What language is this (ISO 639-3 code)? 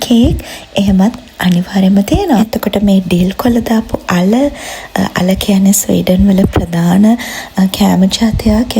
sin